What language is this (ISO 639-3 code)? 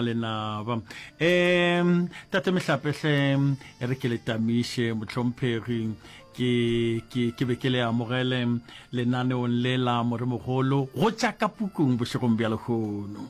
nso